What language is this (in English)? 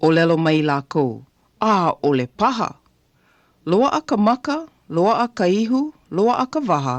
Hawaiian